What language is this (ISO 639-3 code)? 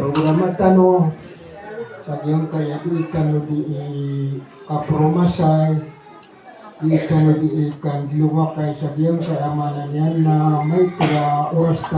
mrw